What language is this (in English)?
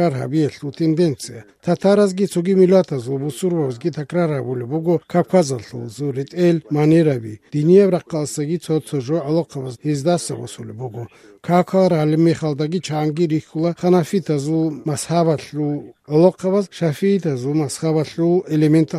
Avaric